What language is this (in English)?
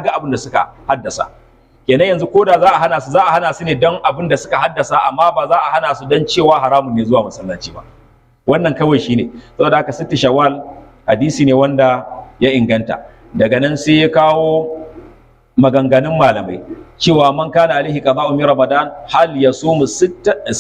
Hausa